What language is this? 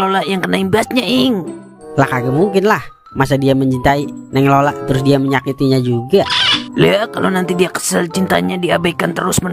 Betawi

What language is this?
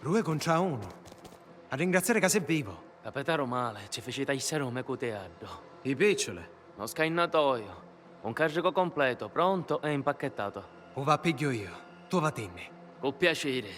Sicilian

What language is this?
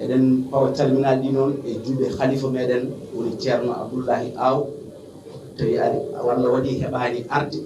Fula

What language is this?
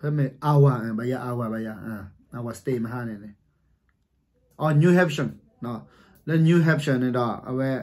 S'gaw Karen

